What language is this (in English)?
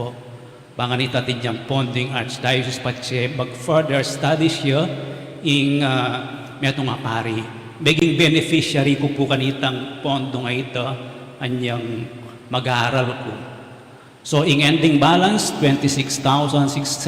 Pampanga